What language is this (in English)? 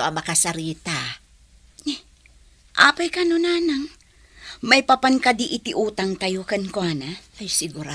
Iloko